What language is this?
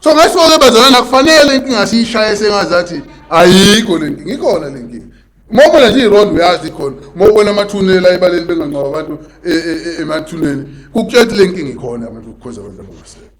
Zulu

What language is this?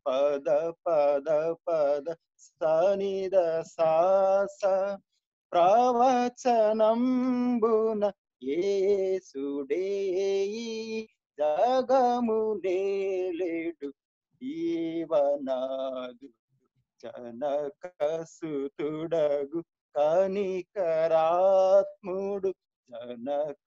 Telugu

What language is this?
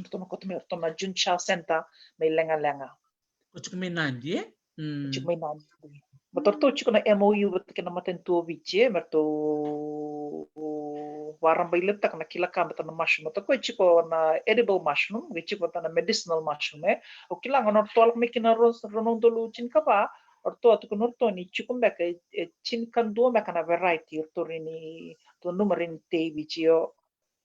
Fijian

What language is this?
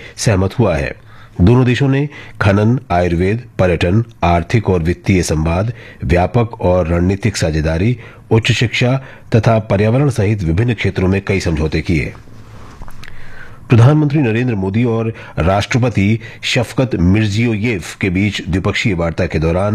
Hindi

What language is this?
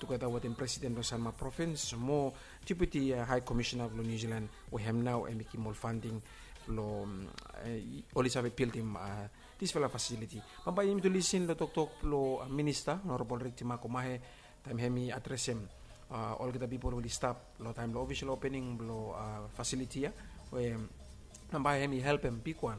Bislama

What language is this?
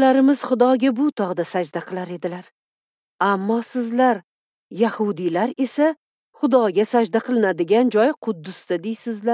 Uzbek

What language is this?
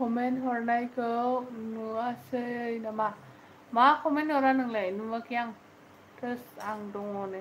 Bodo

